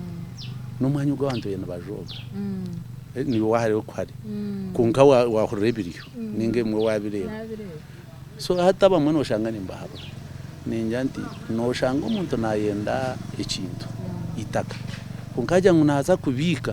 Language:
Nyankole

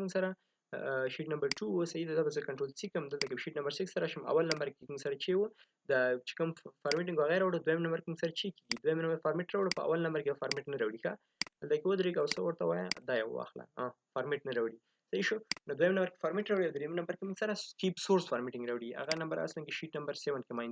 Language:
Pashto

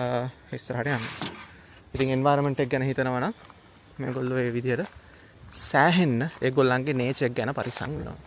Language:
Sinhala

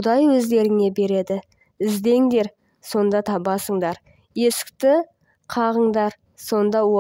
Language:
Kazakh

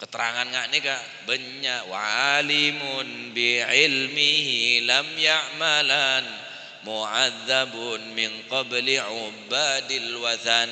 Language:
Madurese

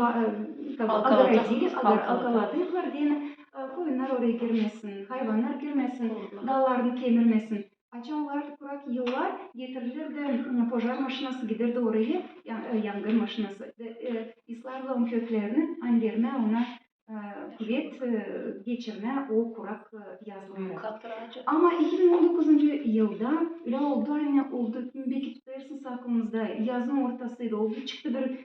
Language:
Gagauz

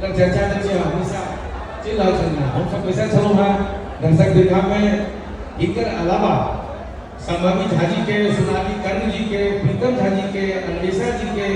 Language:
Maithili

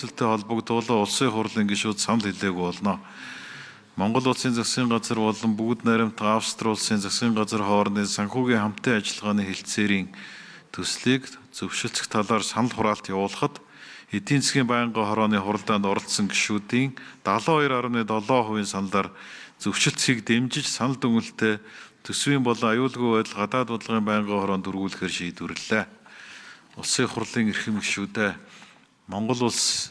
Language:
Mongolian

